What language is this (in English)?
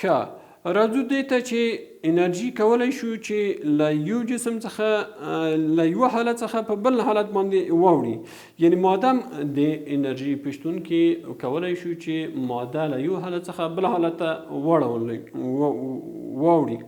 Pashto